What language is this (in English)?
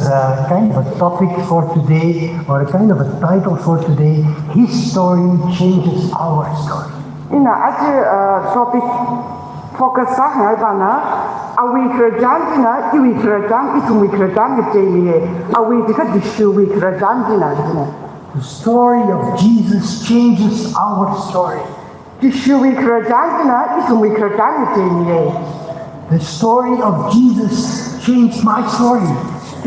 Tangkhul Naga (India)